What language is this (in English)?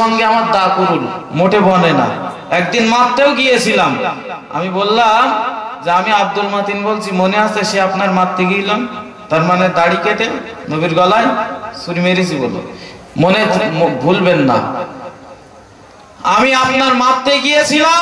Bangla